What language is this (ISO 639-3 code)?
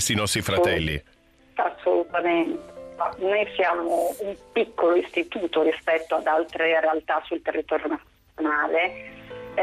ita